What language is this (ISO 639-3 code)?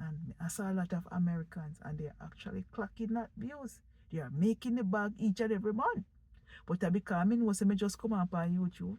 jam